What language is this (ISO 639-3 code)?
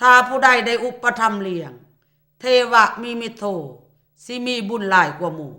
lao